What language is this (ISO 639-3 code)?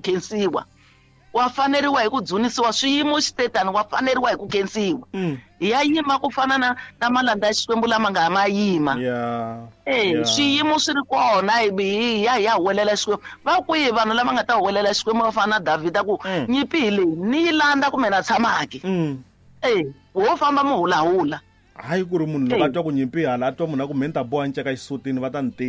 tso